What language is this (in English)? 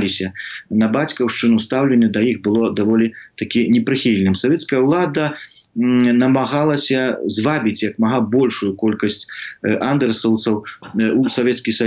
Belarusian